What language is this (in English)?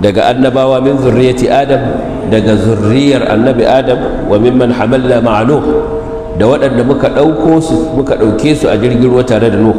Hausa